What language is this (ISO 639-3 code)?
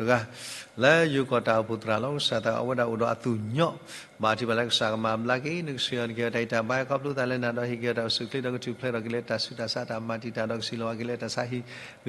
ksw